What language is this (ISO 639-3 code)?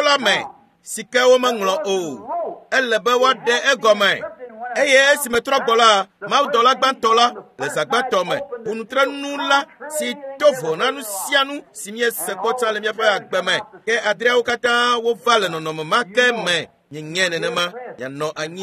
ewe